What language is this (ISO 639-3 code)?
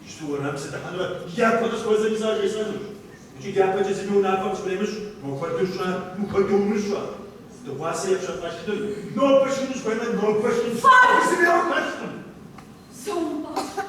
kbd